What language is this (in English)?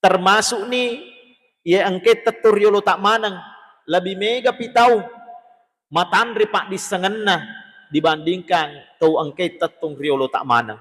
Buginese